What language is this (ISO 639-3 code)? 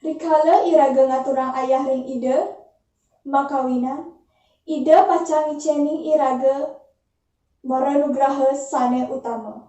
ban